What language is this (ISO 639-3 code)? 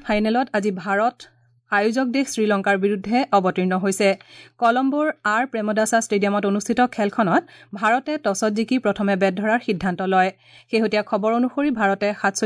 asm